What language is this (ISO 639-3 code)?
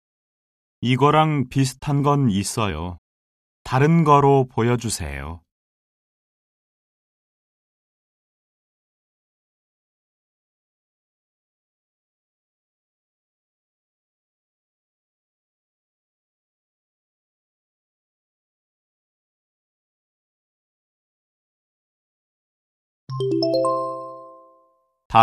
kor